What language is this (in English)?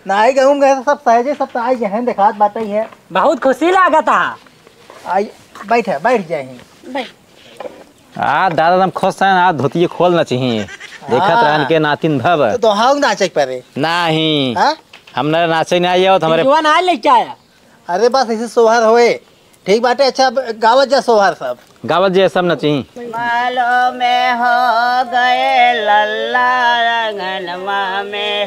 Awadhi